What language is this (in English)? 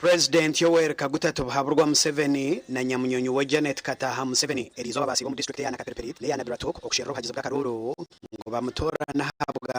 Nyankole